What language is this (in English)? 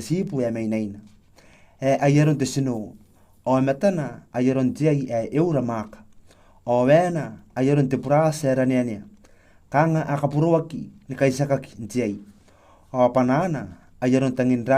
Gilbertese